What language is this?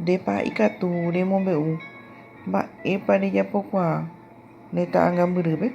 Guarani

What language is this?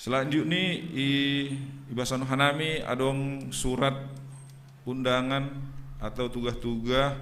Batak Simalungun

